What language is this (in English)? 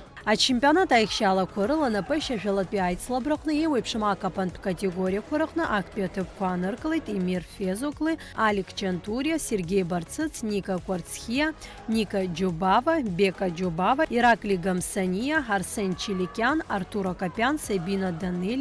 Abkhazian